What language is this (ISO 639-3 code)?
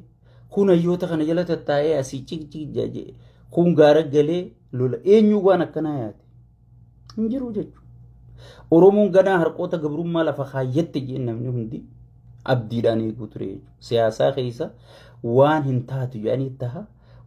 orm